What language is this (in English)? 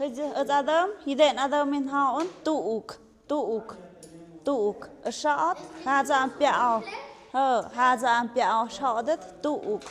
Tlahuitoltepec Mixe